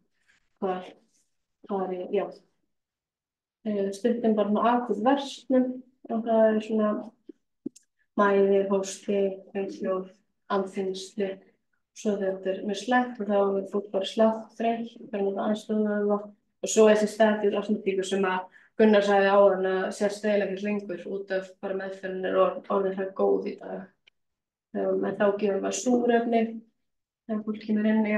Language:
Icelandic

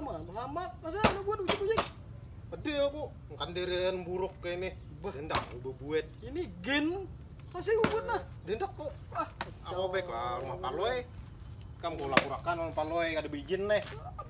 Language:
Banjar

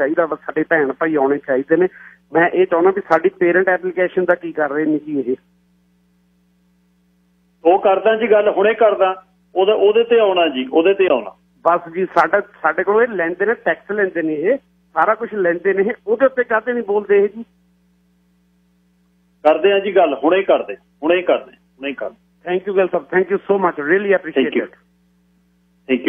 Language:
Punjabi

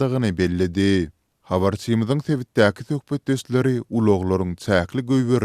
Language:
Turkmen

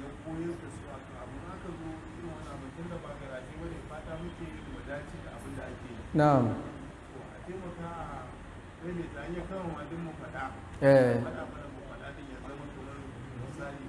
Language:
Hausa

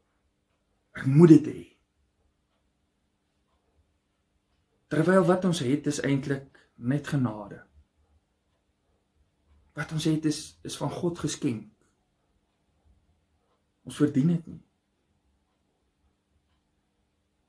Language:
Afrikaans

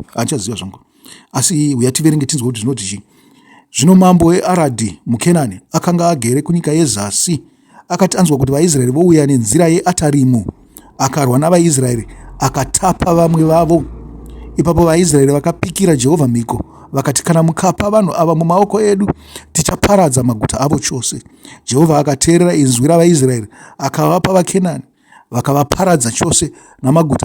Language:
Shona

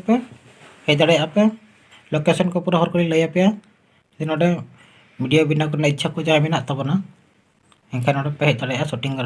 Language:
Santali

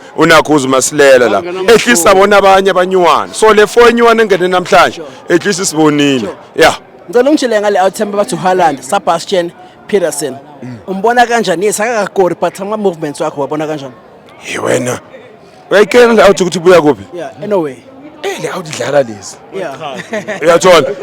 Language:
Zulu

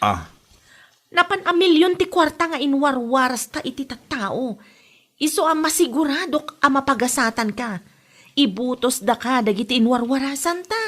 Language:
Iloko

